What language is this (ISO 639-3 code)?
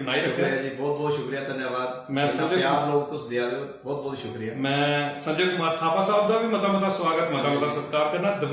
doi